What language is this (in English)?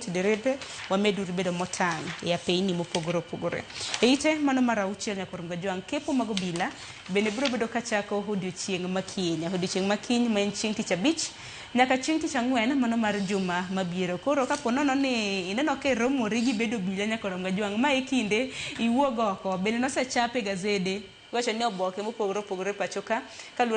Luo (Kenya and Tanzania)